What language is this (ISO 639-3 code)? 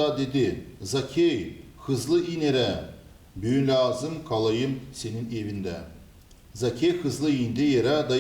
gag